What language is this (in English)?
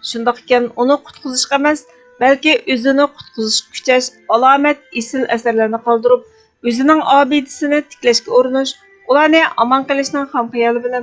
Uyghur